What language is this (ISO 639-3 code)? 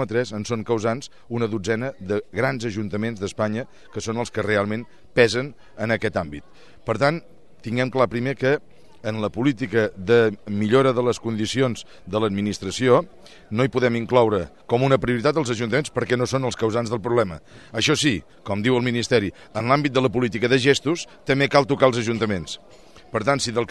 cat